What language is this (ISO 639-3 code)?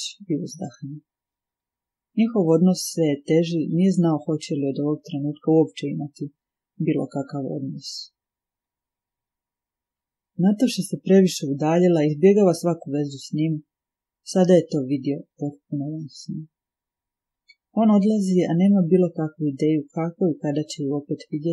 hrv